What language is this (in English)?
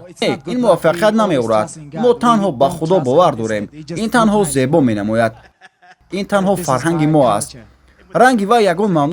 Tajik